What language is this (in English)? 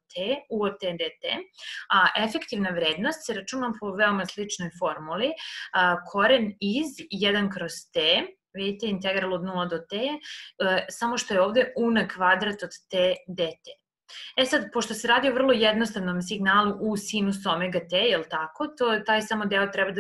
Serbian